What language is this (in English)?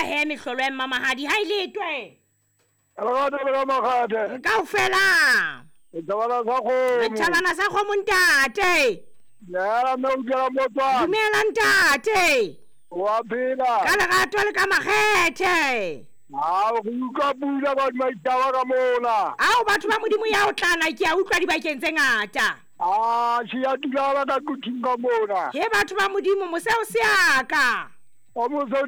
Southern Sotho